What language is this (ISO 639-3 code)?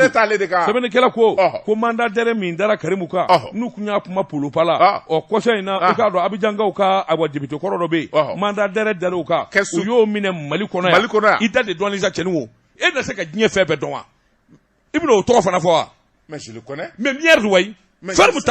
bam